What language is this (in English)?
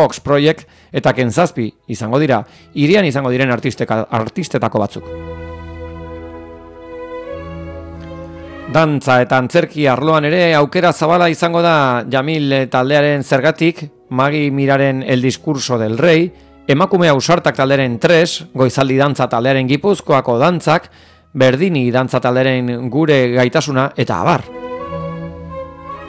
Basque